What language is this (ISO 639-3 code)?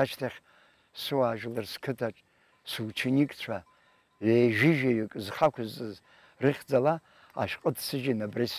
abk